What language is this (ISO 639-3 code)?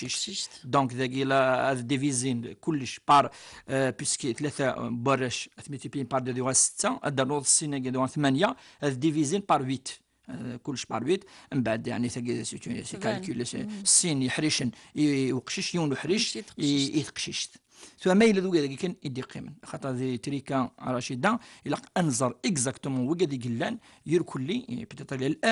kab